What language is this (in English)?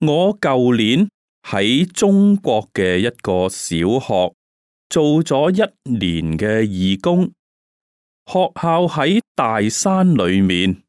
Cantonese